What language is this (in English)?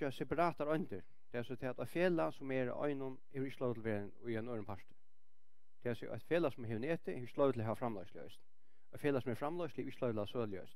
Faroese